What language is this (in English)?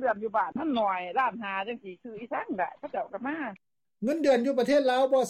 Lao